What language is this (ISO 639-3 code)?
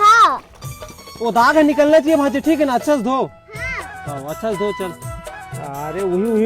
hne